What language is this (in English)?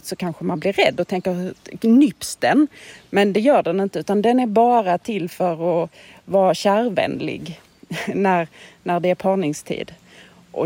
Swedish